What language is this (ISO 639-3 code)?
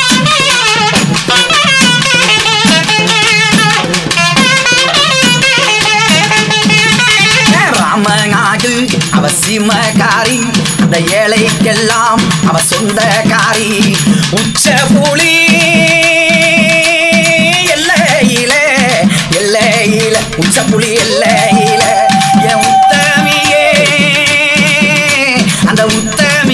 tam